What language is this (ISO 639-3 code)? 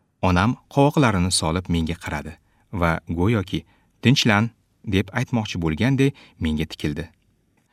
uzb